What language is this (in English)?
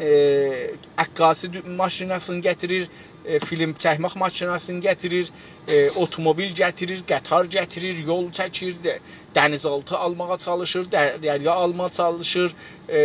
South Azerbaijani